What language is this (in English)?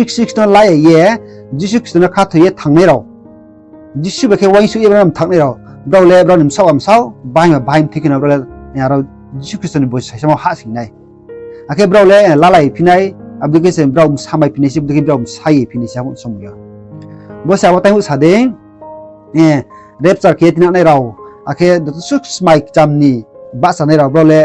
Riang (India)